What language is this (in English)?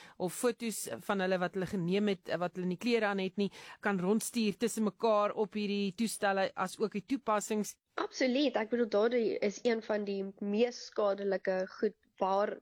Afrikaans